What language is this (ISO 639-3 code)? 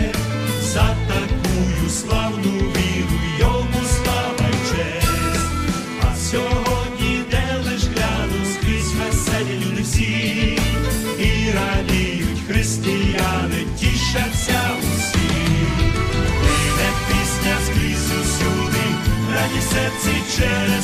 est